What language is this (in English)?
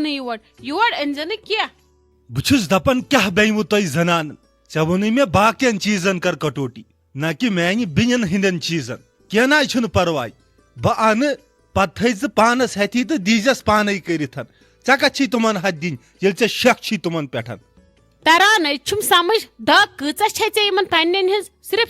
Kashmiri